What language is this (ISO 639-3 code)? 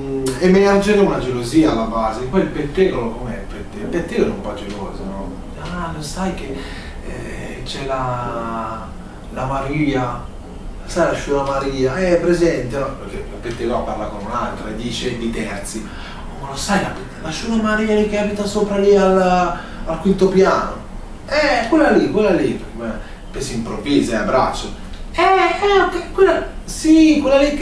ita